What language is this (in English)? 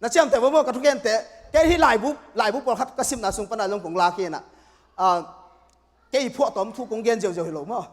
Tedim Chin